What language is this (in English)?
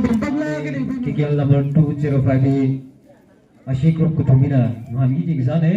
Tangkhul Naga (India)